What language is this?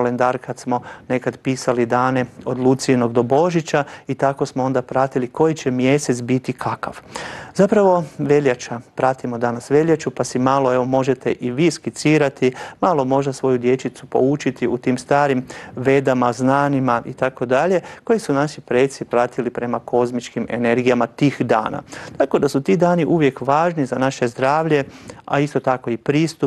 Croatian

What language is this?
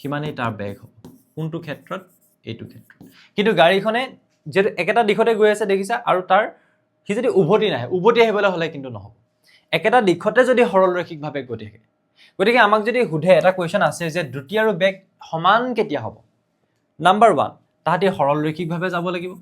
Assamese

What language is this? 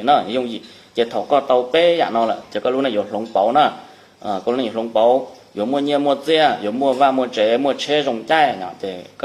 Hmong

